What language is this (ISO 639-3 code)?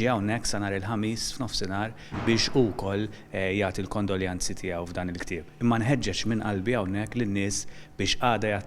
mlt